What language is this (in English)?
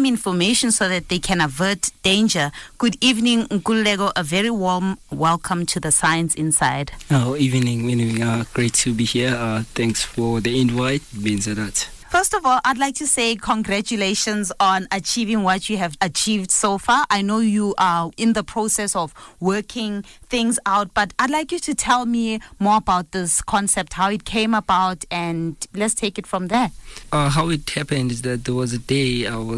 English